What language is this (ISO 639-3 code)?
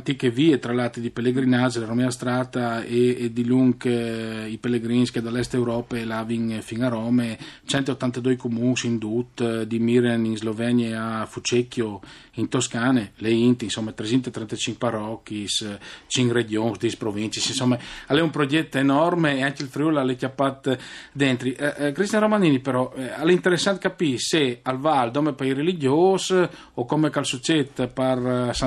fur